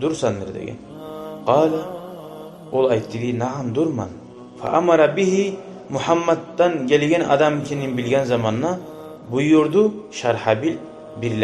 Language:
Kumyk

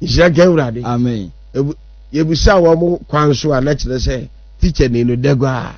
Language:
Akan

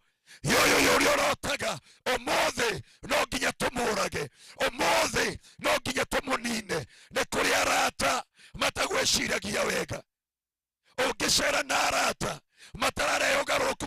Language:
Kikuyu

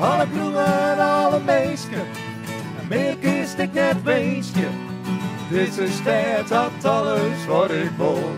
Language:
Western Frisian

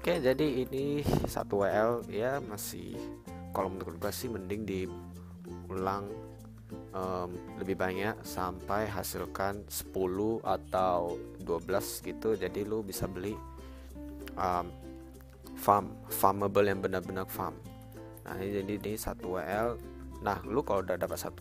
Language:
Indonesian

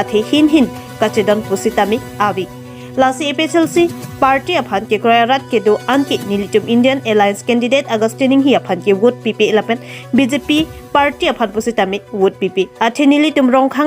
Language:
Karbi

